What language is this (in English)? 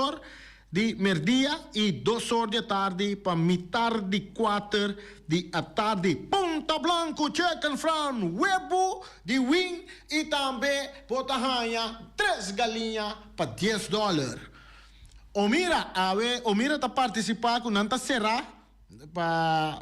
Papiamento